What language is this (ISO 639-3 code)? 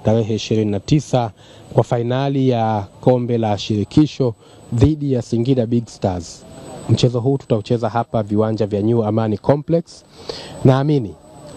swa